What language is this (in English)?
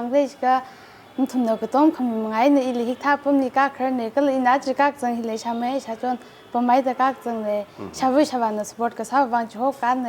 Tangkhul Naga (India)